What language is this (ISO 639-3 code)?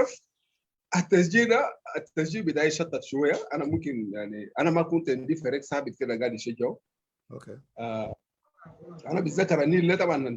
apd